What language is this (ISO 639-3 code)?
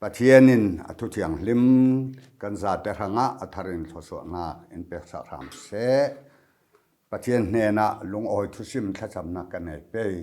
cfm